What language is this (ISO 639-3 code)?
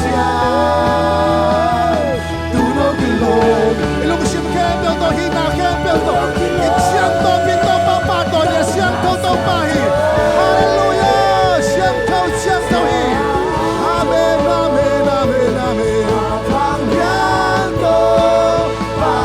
ctd